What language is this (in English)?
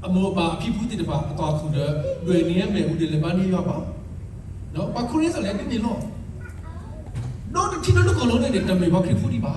S'gaw Karen